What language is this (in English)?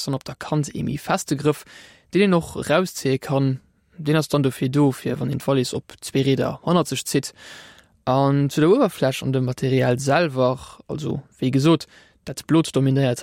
Luxembourgish